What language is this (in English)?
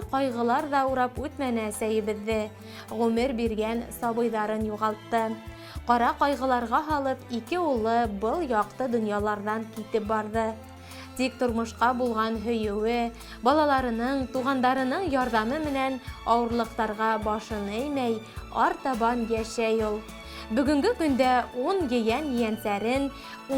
Bashkir